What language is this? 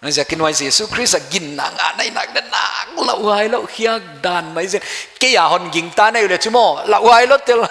Paite Chin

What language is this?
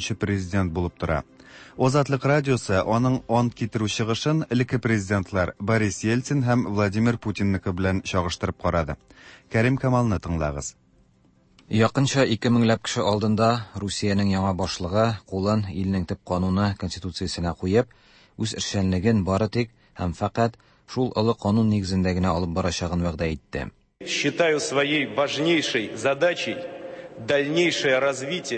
Tatar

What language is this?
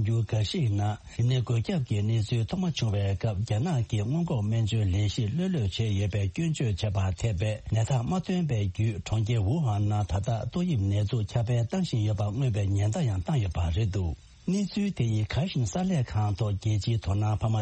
Tibetan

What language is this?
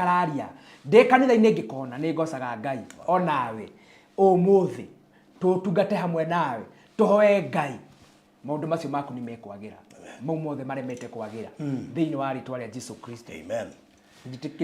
Kikuyu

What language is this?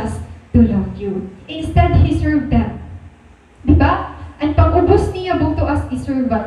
Waray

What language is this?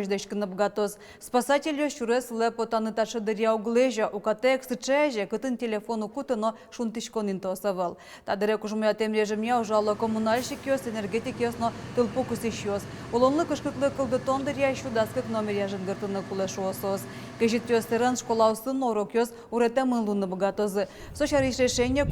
Udmurt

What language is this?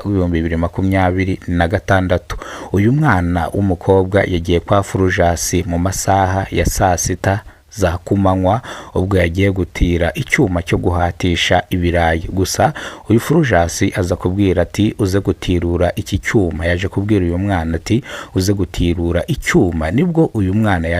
Kinyarwanda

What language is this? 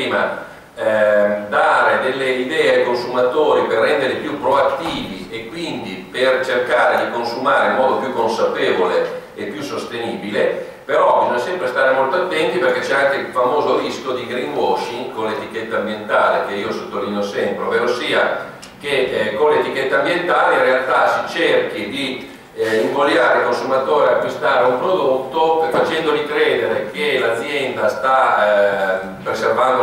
Italian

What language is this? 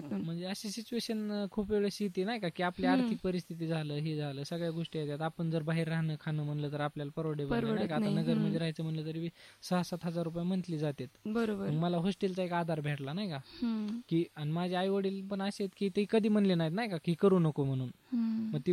Marathi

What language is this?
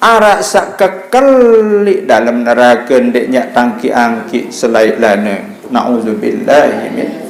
Sasak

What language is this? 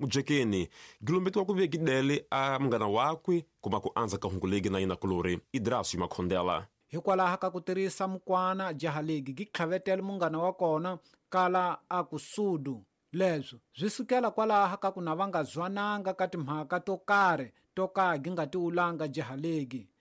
Tsonga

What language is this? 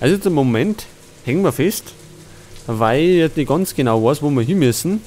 Bavarian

